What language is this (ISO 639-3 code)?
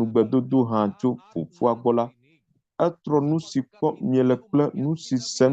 ewe